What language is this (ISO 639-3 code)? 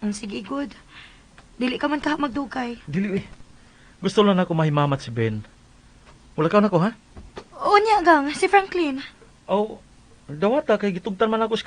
ceb